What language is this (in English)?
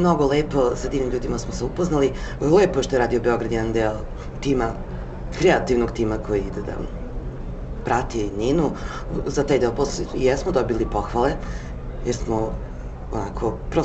Serbian